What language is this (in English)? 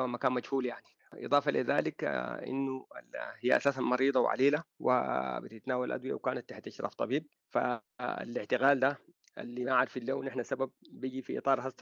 Sudanese Arabic